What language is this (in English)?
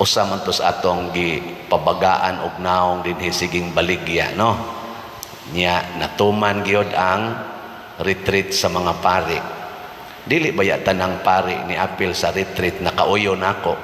Cebuano